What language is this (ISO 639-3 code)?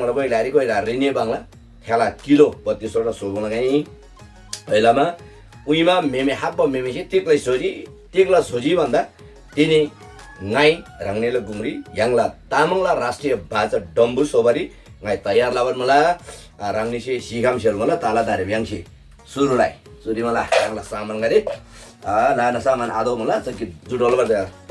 taj